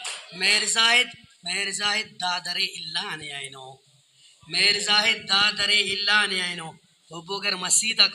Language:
Brahui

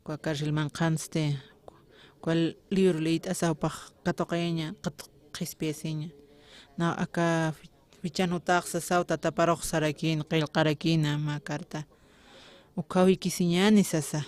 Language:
Aymara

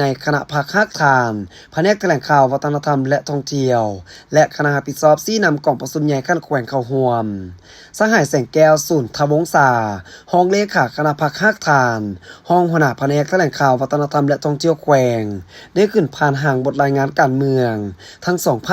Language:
Lao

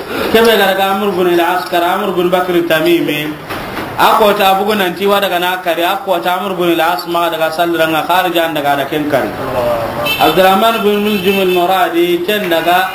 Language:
Soninke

